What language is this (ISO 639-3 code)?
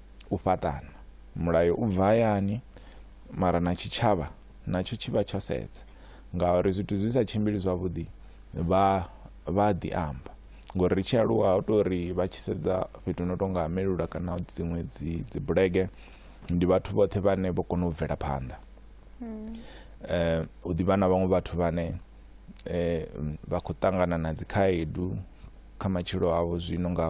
ven